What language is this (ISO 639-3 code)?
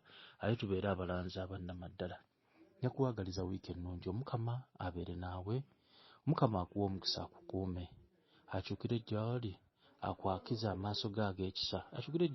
lug